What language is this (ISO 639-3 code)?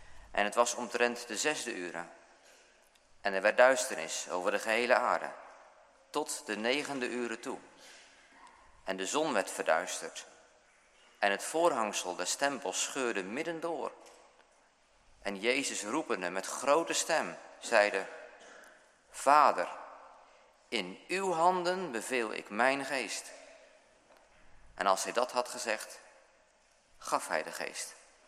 nld